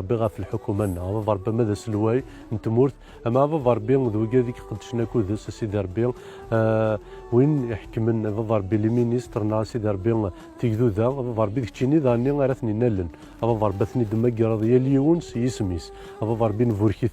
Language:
Kabyle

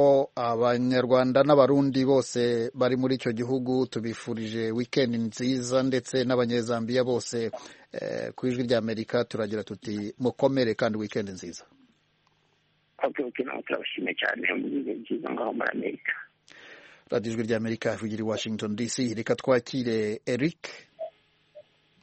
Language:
Kinyarwanda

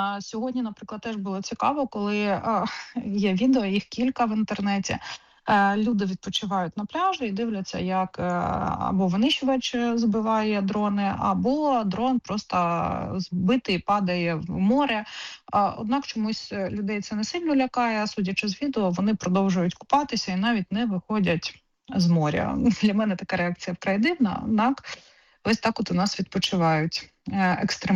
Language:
Ukrainian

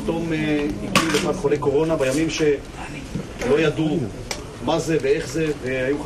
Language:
Hebrew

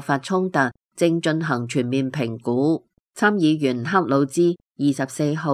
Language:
Cantonese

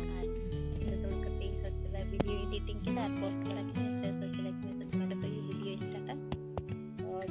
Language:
Santali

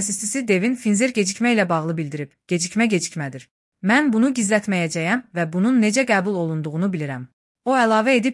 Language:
Azerbaijani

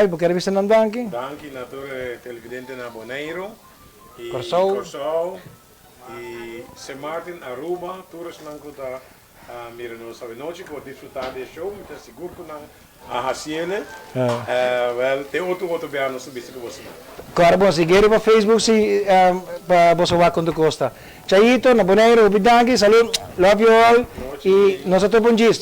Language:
Papiamento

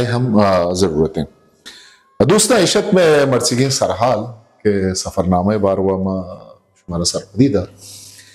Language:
Eastern Balochi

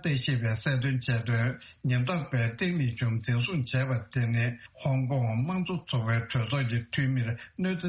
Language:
Tibetan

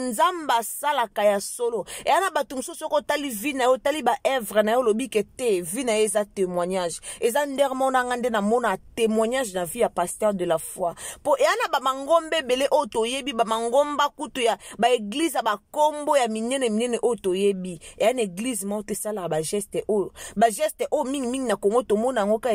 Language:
Lingala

